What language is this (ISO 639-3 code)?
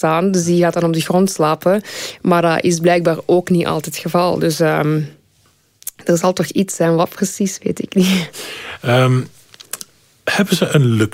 nld